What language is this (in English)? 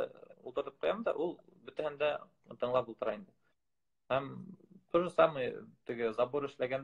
Bashkir